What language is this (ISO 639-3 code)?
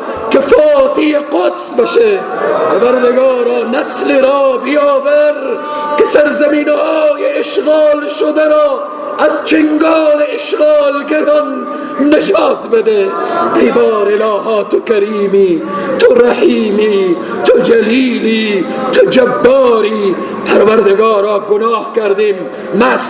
fas